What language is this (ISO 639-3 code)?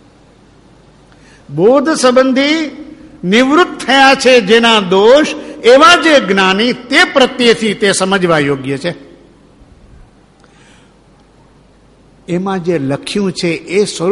guj